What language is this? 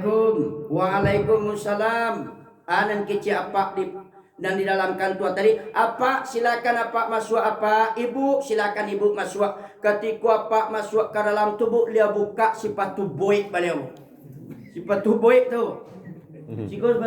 Minangkabau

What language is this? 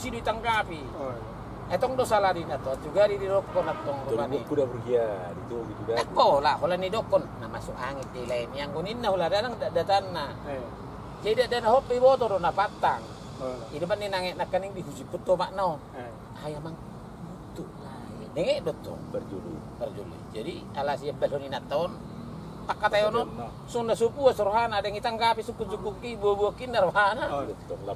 Batak Toba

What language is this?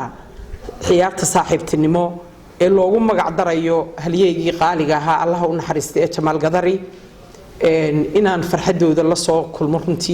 Somali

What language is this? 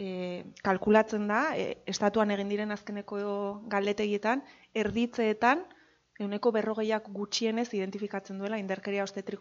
Basque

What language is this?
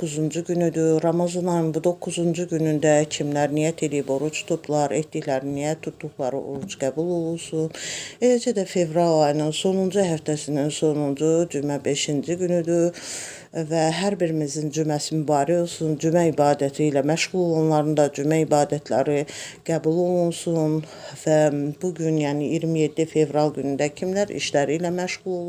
Azerbaijani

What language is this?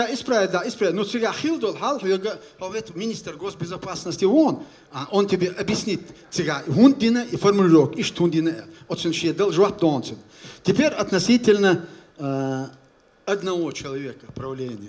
Chechen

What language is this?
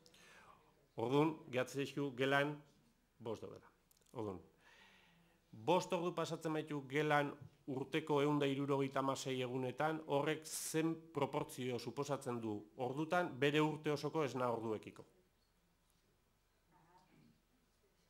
Basque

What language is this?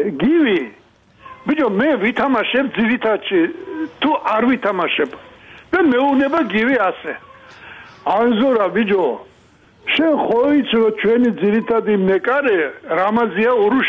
Georgian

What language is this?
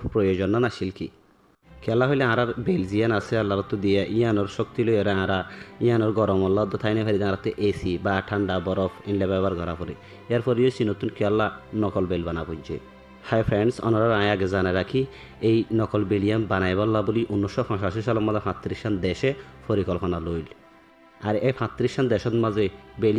Rohingya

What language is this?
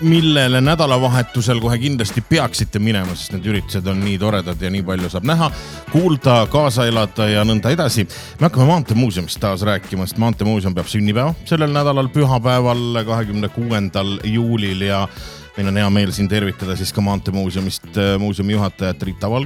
Estonian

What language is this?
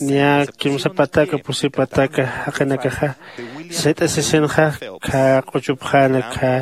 Aymara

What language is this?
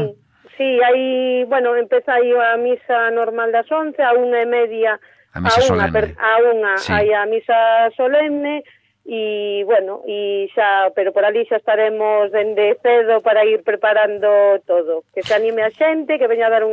Galician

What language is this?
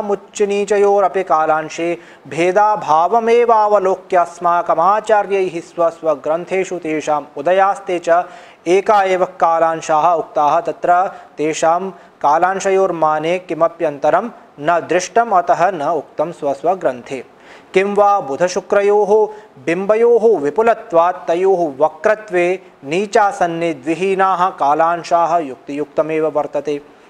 Sanskrit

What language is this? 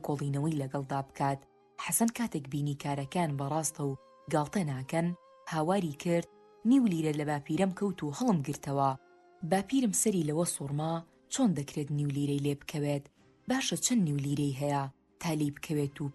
Central Kurdish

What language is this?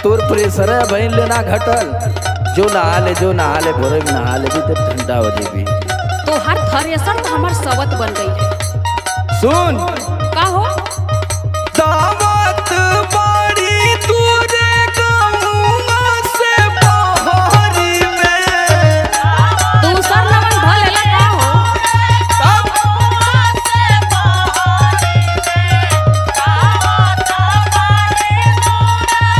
Bhojpuri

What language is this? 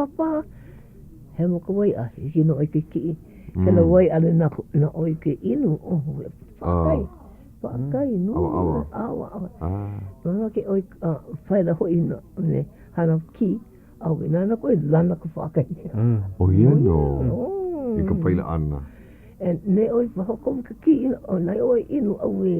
Hawaiian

